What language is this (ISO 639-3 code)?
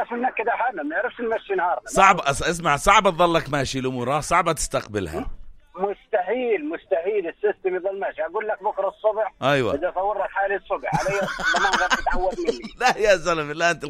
apc